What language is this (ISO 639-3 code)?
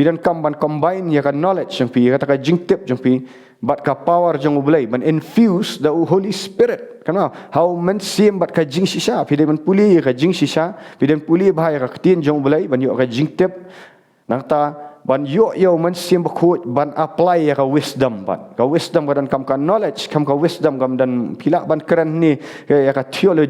kha